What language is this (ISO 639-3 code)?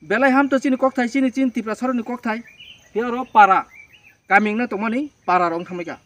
trp